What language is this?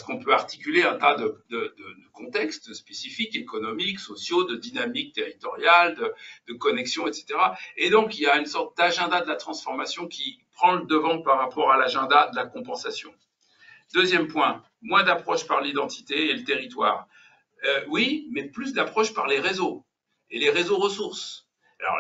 French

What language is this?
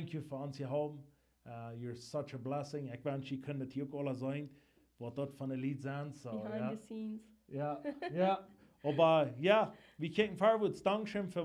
Plautdietsch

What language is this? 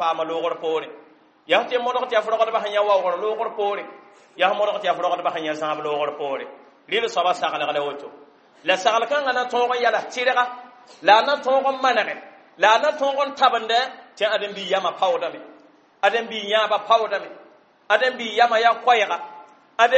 Mossi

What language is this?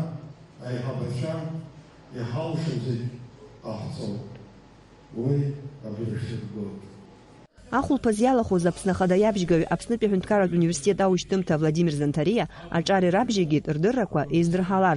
Abkhazian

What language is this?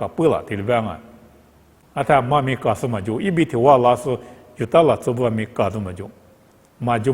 Lisu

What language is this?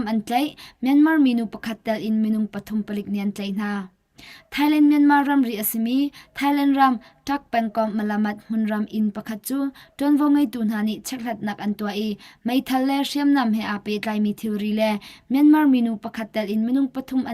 Hakha Chin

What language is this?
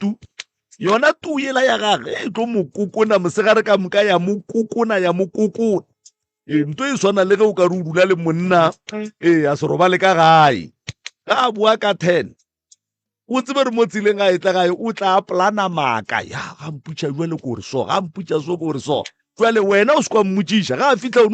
Northern Sotho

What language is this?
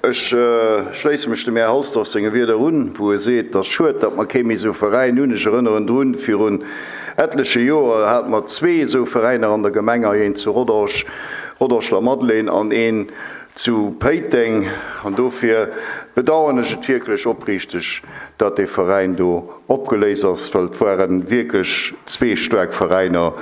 Luxembourgish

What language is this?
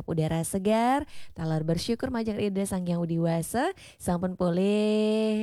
Balinese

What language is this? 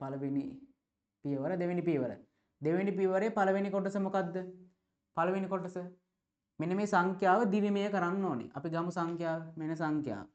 Sinhala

